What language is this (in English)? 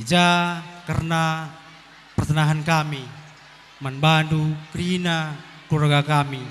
Batak Karo